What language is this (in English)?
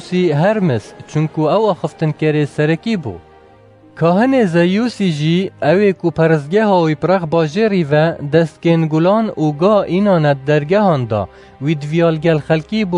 Kurdish